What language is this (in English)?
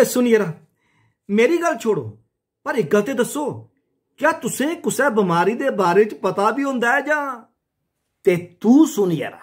Dogri